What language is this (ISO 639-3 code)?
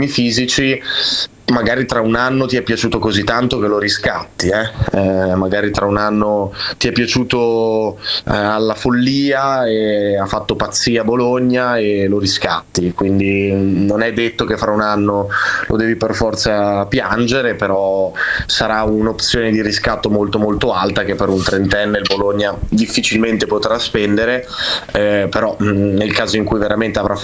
ita